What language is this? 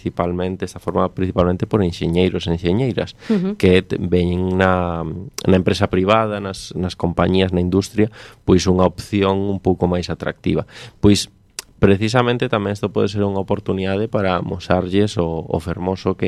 Galician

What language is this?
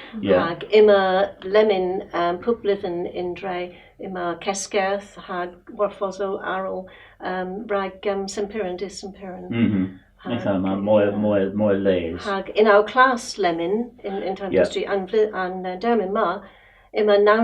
Cornish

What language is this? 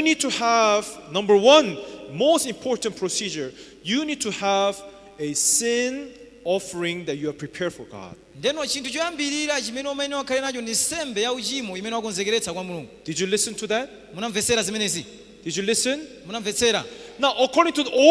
Nyanja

